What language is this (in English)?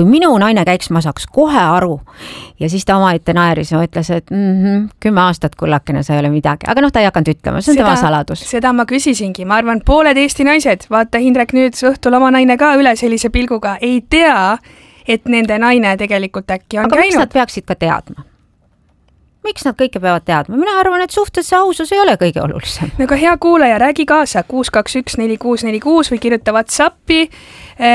Estonian